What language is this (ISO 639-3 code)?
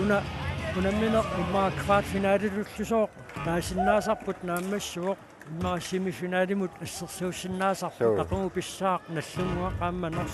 kal